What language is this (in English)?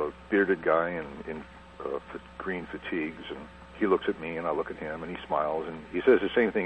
English